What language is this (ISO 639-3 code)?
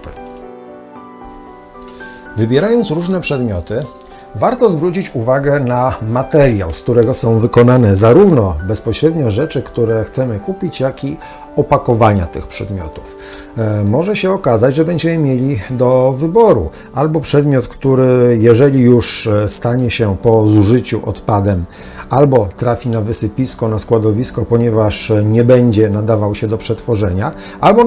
pol